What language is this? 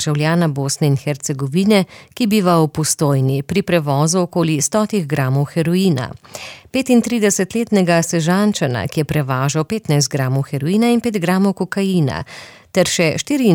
Slovenian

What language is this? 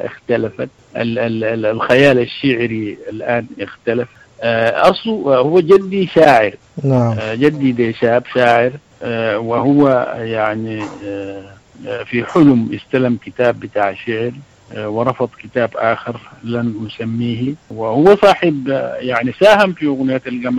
Sudanese Arabic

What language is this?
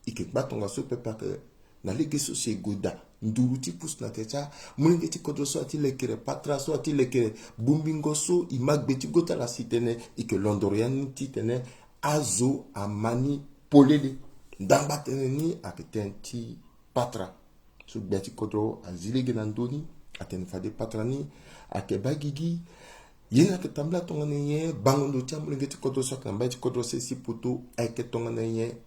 Sango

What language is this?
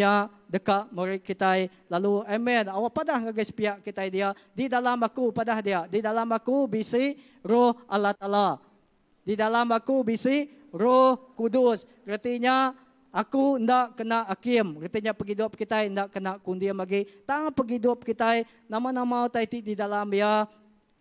Iban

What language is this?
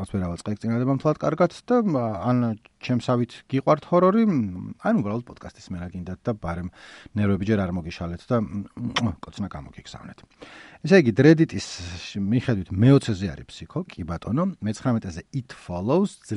Georgian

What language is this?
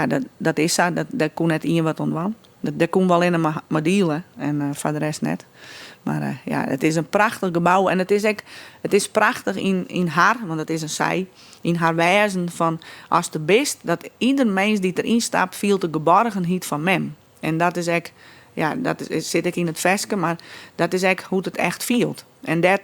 Western Frisian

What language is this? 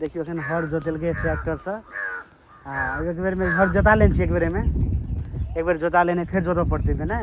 Maithili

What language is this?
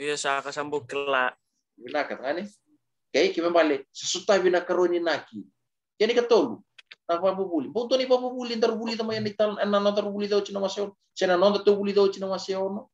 Fijian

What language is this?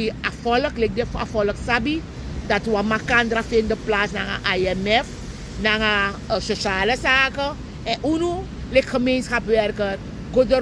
Sranan Tongo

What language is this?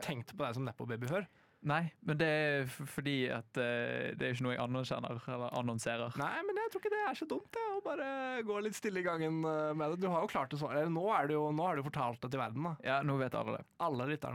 Norwegian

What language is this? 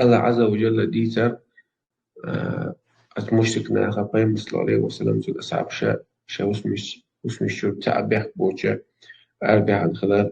Chechen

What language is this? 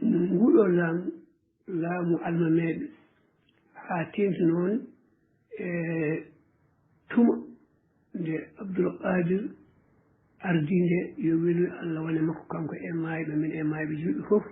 Fula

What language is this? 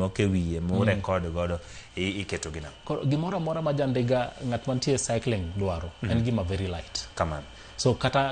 Luo (Kenya and Tanzania)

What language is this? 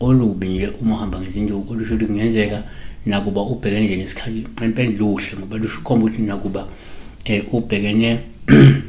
Zulu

